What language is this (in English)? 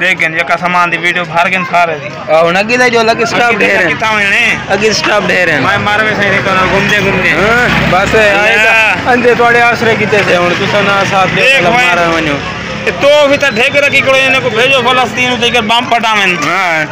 Saraiki